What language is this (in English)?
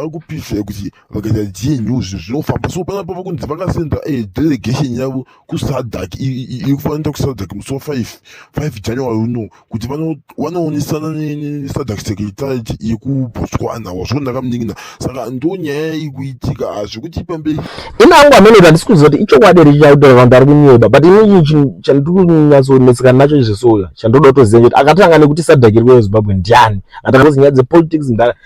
Shona